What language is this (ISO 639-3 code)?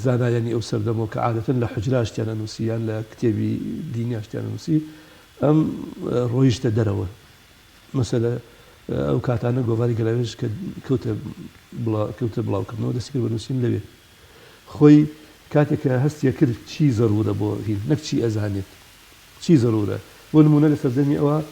ckb